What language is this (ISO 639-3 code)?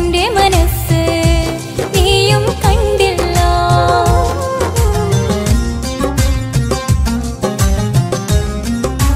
mal